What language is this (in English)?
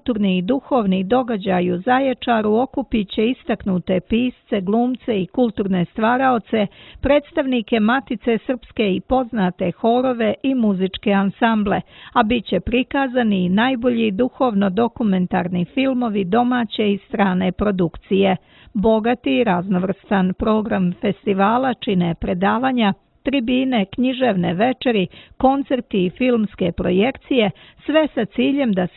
Serbian